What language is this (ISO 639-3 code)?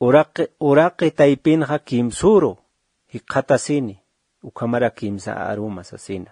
aym